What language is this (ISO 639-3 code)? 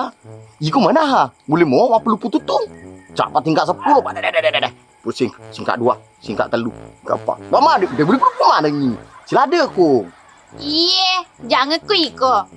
bug